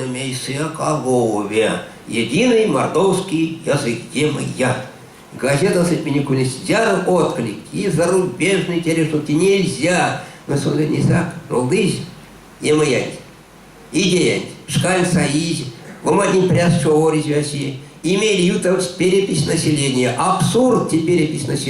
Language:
Erzya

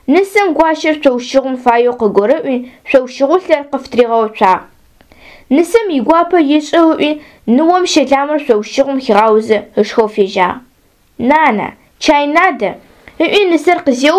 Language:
Adyghe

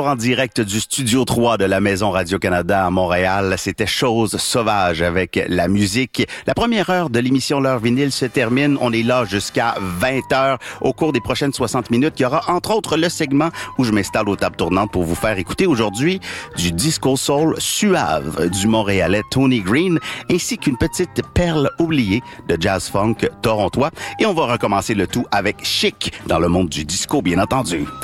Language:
French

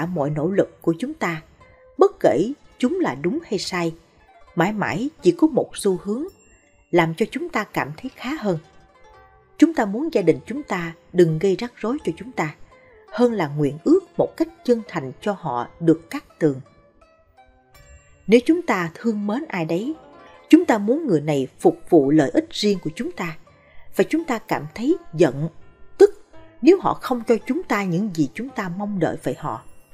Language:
Vietnamese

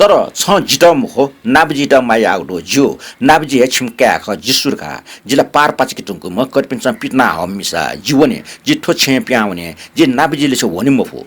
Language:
Newari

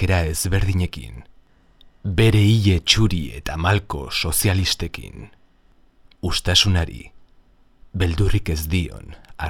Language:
Basque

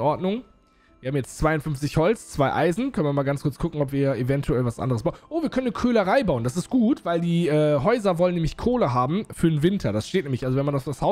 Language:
German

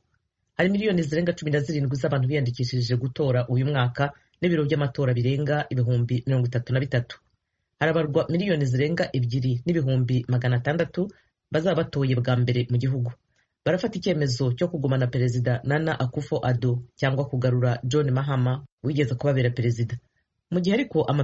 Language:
Kinyarwanda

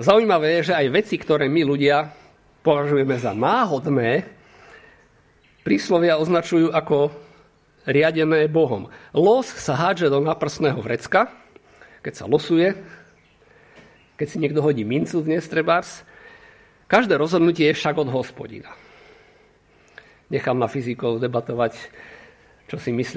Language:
Slovak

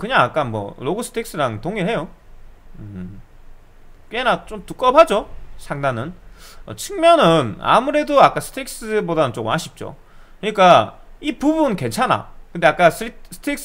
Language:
Korean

